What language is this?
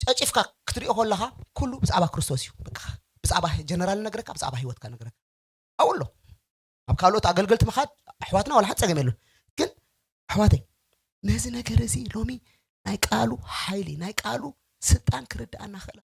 Tigrinya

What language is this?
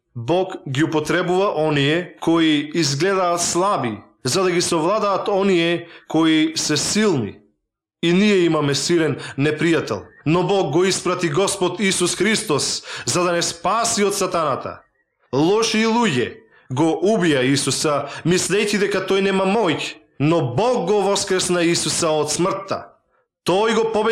Macedonian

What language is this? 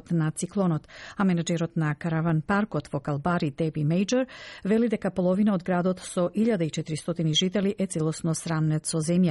Macedonian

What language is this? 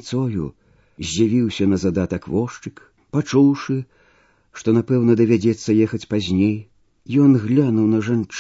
Belarusian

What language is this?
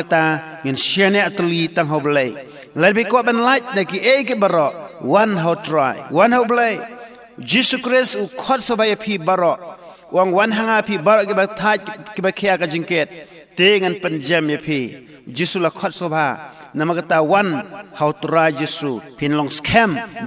Khasi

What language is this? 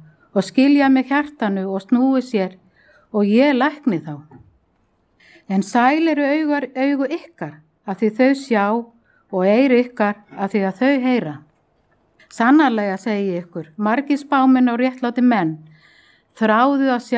Icelandic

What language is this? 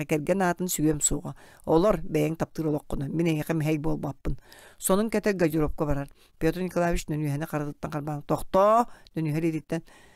Yakut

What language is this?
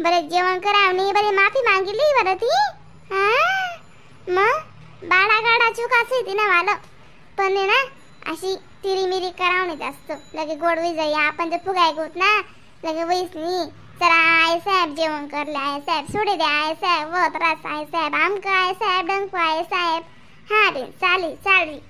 Khandesi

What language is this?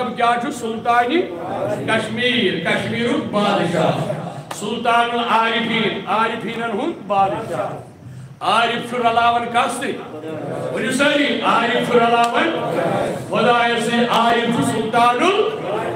Kashmiri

